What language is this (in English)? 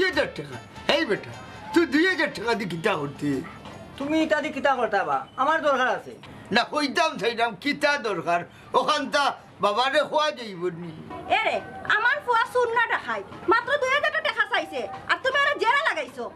Sylheti